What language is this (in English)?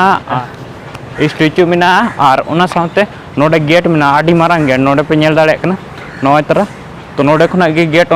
Santali